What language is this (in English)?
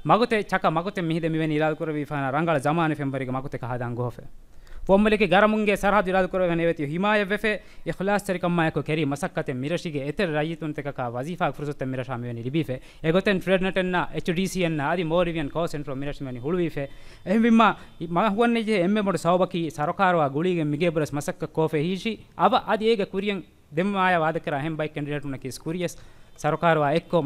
Divehi